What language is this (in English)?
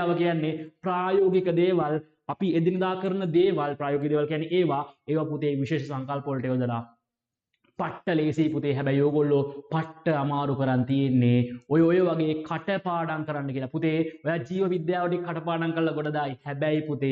Sinhala